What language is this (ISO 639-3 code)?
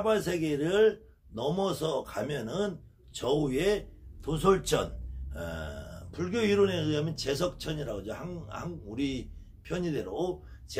kor